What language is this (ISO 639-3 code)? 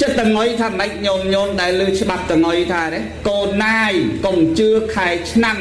khm